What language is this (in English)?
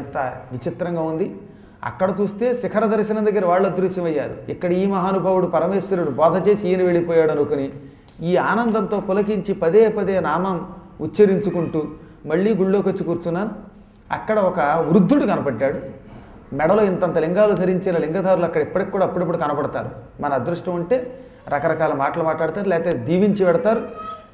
Telugu